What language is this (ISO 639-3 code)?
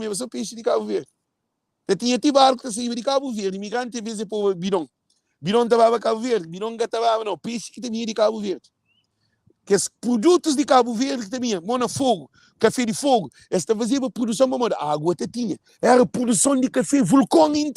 kea